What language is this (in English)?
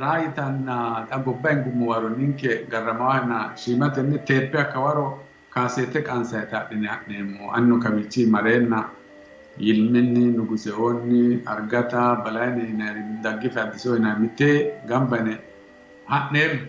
Sidamo